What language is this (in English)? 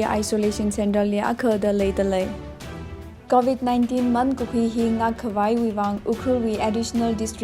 Tangkhul Naga (India)